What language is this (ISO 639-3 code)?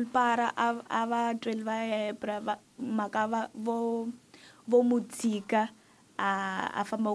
tso